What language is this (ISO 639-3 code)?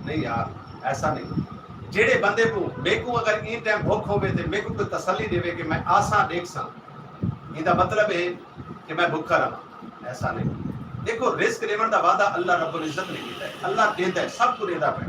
skr